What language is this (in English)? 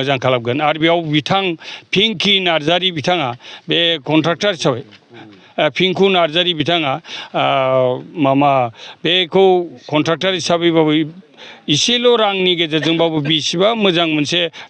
Bodo